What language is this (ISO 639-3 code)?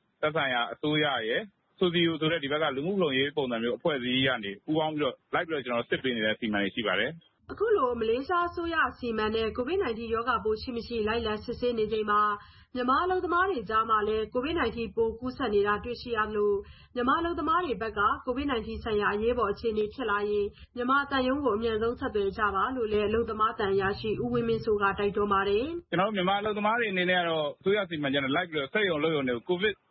mya